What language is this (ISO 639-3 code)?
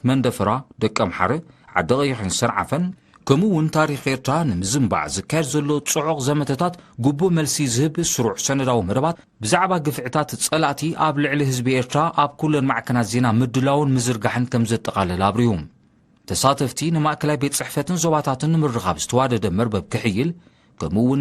tir